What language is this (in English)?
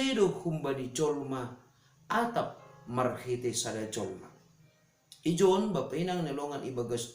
Batak Simalungun